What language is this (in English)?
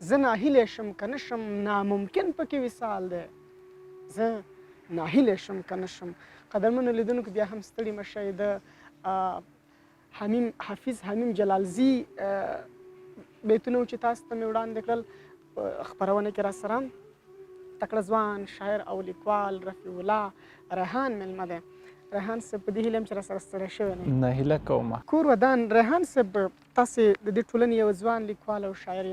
Pashto